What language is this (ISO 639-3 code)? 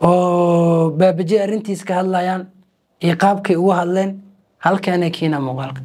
som